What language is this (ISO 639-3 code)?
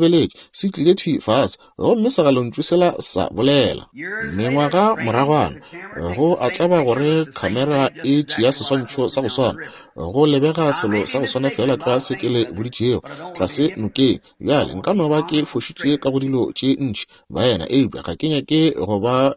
nso